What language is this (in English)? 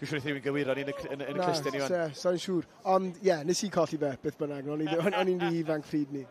Welsh